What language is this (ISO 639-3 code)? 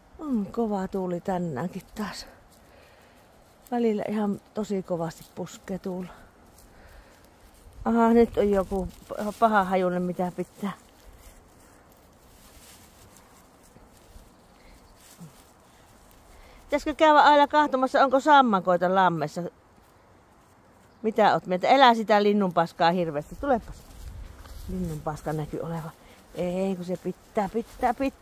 fin